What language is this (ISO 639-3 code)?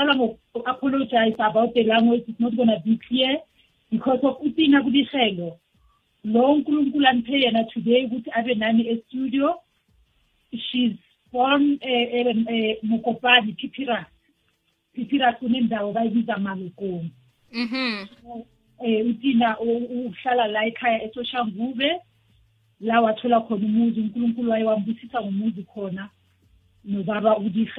nbl